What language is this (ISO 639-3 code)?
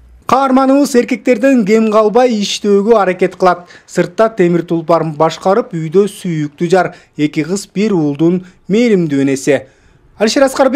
kir